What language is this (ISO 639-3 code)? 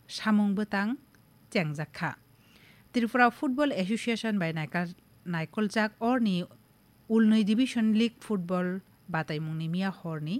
trp